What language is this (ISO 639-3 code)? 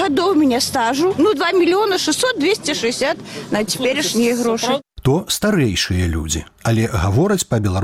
bel